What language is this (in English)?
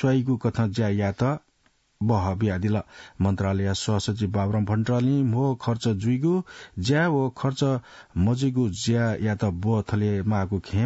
Newari